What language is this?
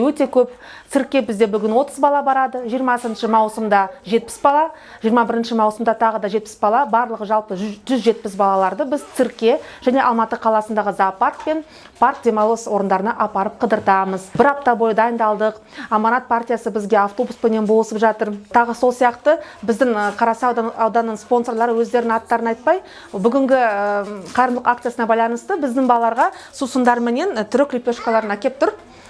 Kazakh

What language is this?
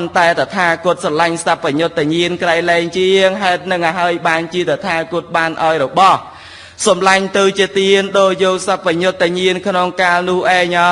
Khmer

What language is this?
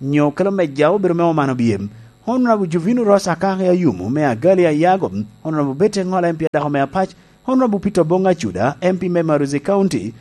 Lango (Uganda)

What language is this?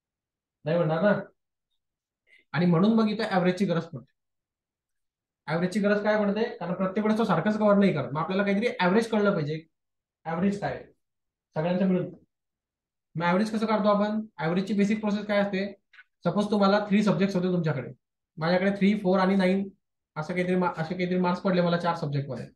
Marathi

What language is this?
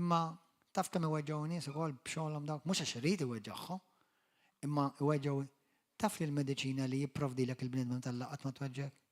Maltese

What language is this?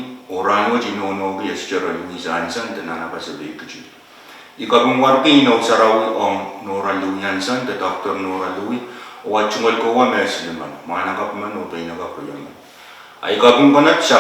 Pohnpeian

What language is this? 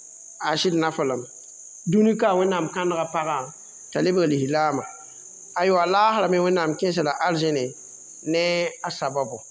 Mossi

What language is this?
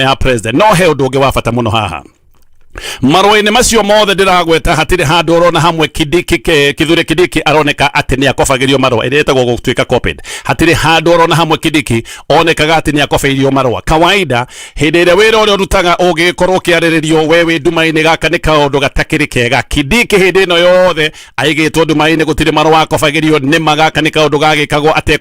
Kikuyu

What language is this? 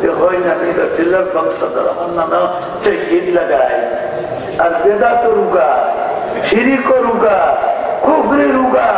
Sylheti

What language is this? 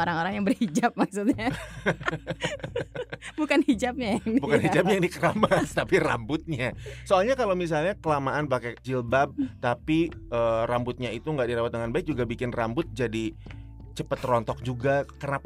Indonesian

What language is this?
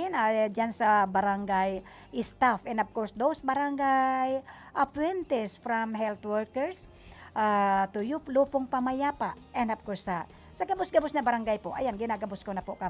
Bikol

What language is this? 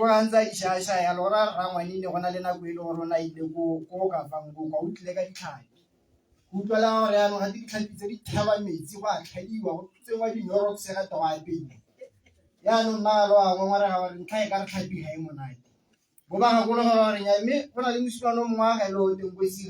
Tswana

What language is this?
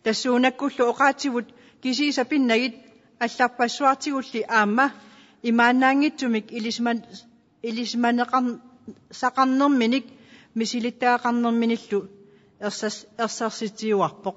Kalaallisut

